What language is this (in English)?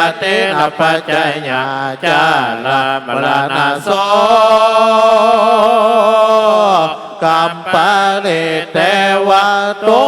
Pali